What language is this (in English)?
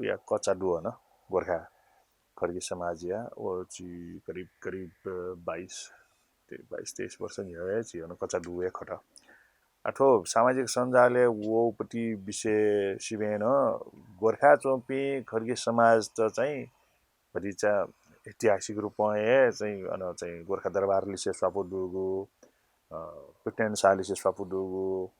Newari